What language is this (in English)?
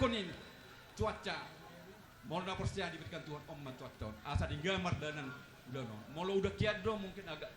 Batak Toba